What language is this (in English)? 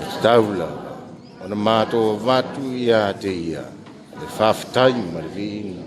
Samoan